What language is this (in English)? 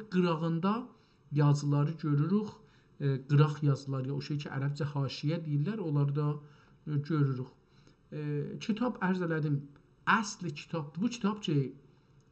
South Azerbaijani